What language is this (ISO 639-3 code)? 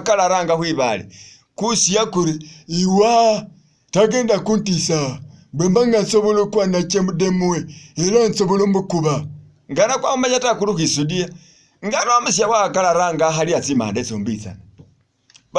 myx